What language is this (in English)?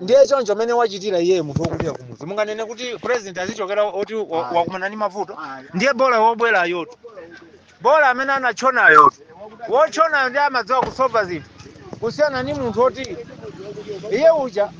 Nyanja